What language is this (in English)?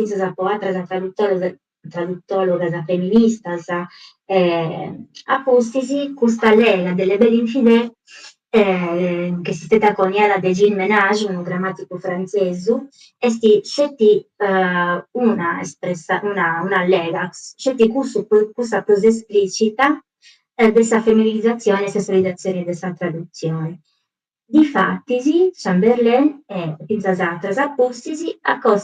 Sardinian